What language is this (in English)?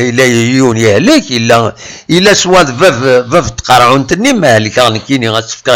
Kabyle